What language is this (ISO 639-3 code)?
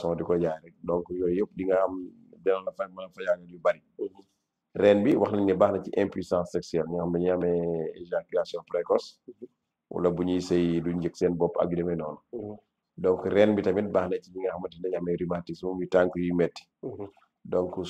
wol